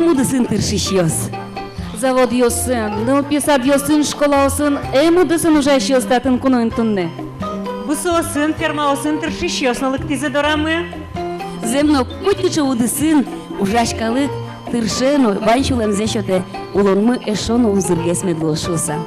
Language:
Udmurt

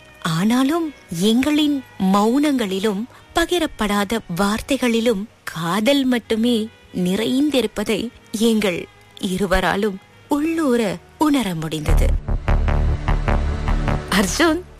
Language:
Tamil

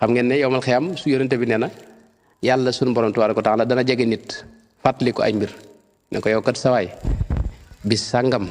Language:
Wolof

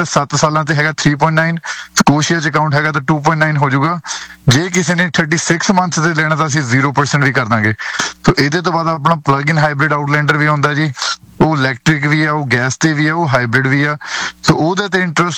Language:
Punjabi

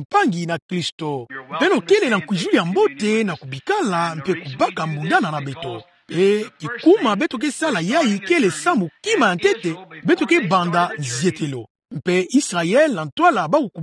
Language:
Kituba (Democratic Republic of Congo)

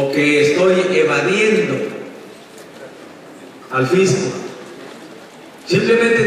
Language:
Spanish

